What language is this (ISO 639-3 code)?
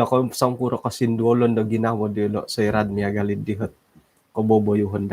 dtp